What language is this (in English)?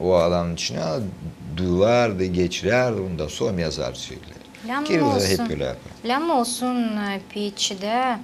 Gagauz